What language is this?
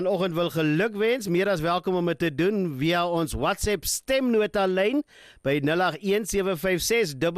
Afrikaans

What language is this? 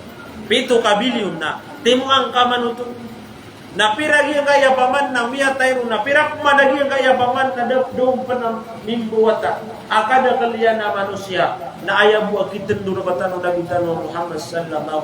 Maranao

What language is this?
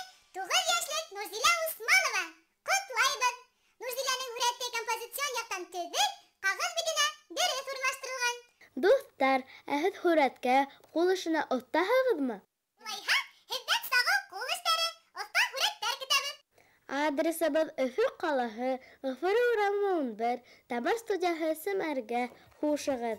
Bashkir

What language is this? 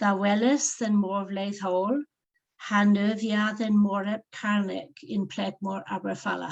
Cornish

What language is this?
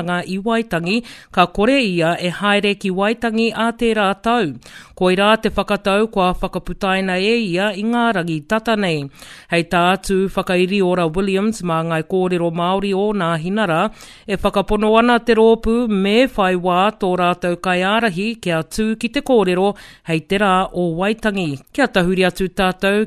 Māori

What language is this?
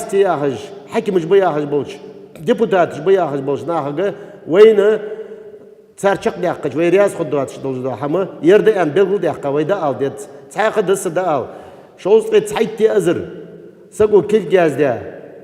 Ingush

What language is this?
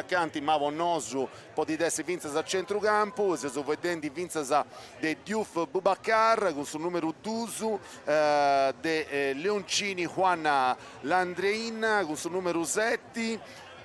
Sardinian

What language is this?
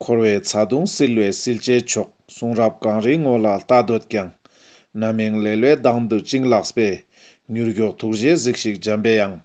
Ladakhi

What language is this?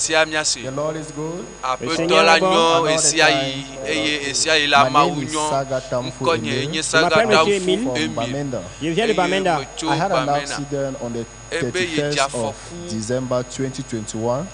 Ewe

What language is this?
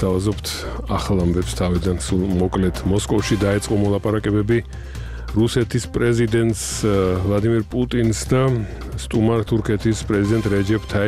Georgian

